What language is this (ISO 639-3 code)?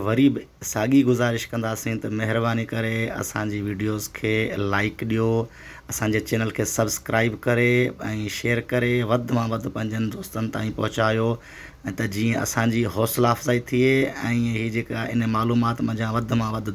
snd